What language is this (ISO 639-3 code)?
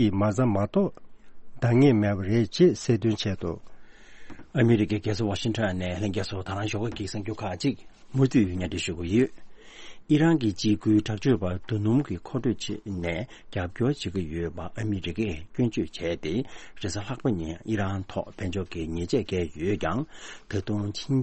bod